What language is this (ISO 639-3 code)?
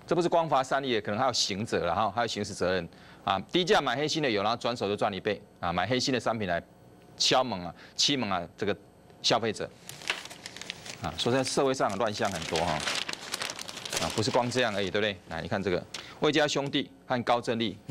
zho